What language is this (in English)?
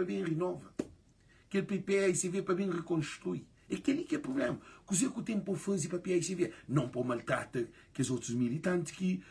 Kabuverdianu